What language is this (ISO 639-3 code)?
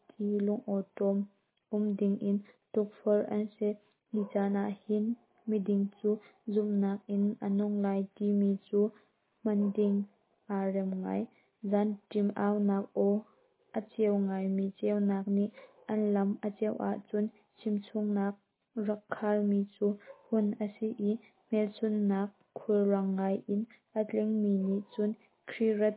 cnh